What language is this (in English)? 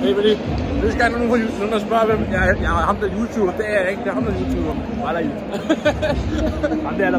Danish